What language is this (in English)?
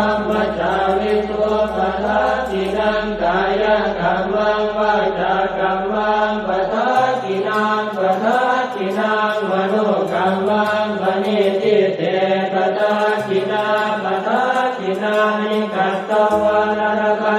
Pali